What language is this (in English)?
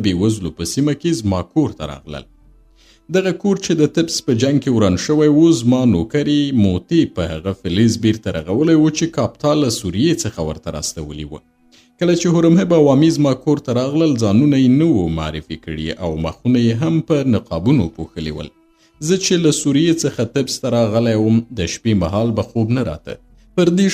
Pashto